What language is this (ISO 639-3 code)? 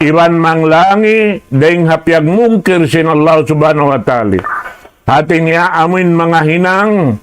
tsg